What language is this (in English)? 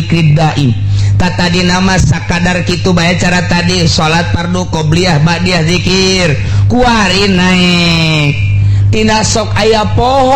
Sundanese